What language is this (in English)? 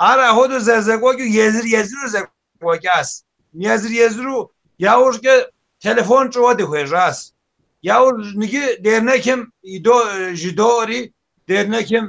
Kabardian